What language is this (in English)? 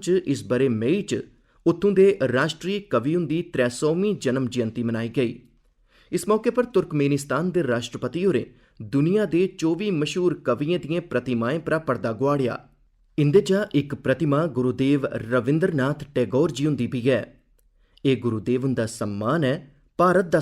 Dogri